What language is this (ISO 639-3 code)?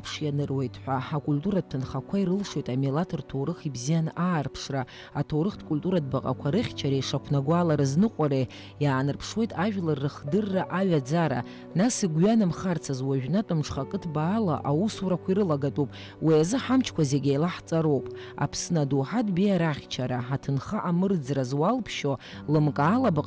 abk